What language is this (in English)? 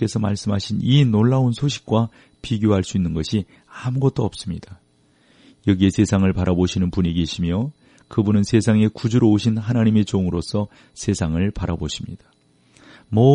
Korean